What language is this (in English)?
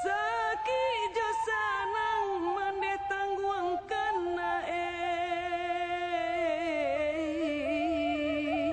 Minangkabau